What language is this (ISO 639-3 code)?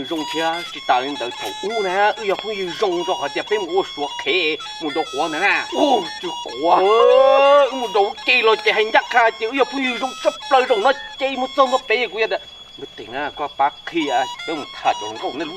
hmn